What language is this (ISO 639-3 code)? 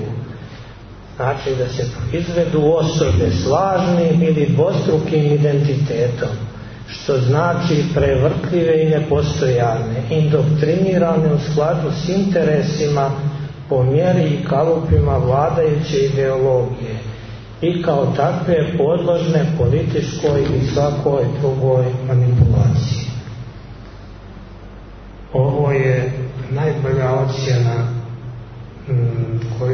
srp